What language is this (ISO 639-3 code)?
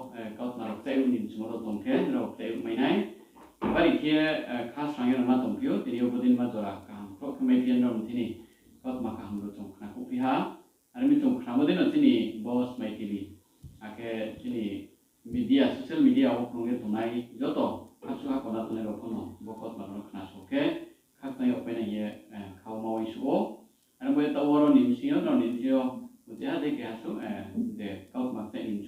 ria